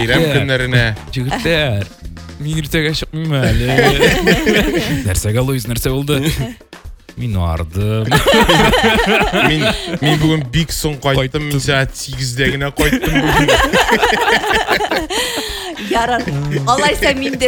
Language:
Tatar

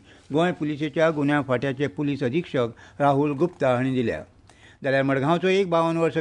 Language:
Konkani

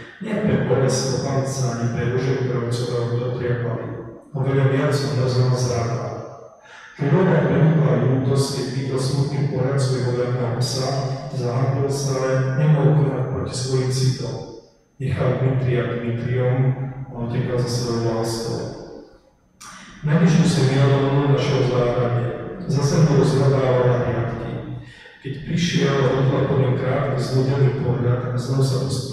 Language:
Slovak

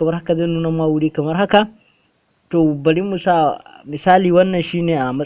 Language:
Hausa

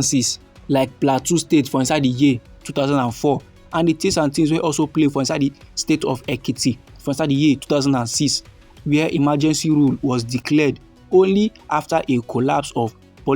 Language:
Nigerian Pidgin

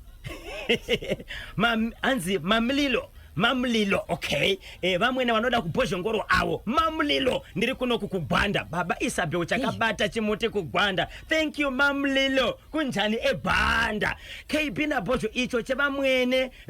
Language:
Shona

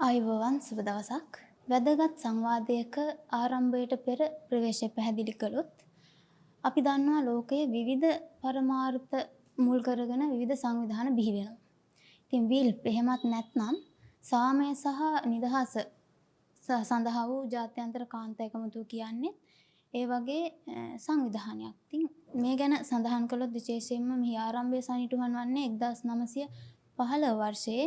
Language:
Sinhala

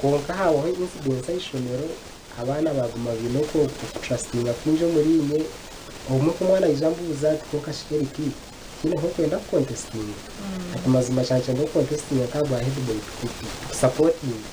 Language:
Nyankole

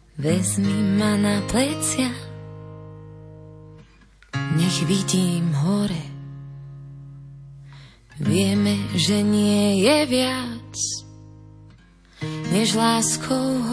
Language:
Slovak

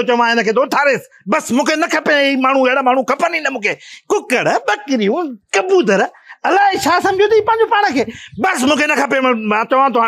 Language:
Sindhi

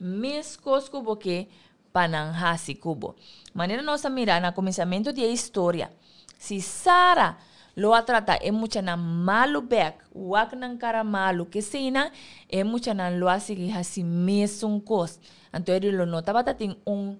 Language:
Papiamento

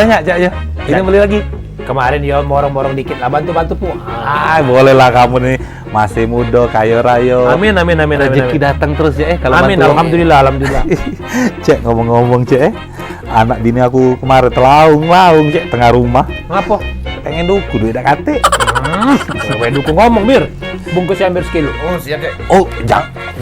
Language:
Musi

